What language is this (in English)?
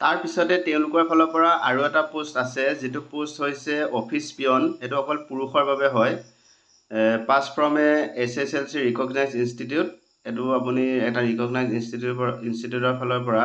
Assamese